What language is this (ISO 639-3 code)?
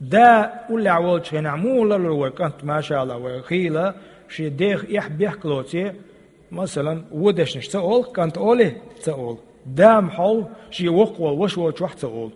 che